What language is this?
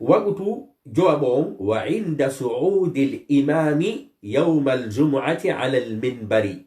Fula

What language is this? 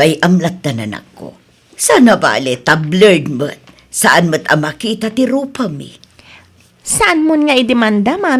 Iloko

